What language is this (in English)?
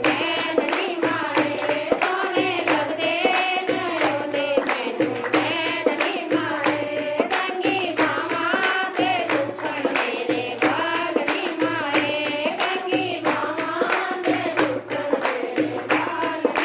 Dogri